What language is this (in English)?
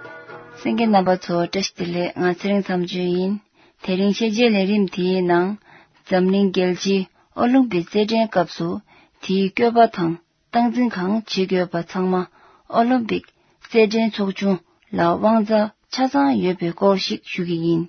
Tibetan